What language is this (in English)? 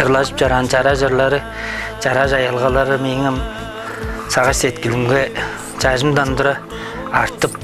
Tuvinian